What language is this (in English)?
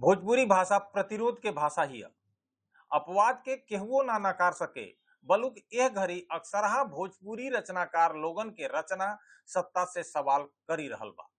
Bhojpuri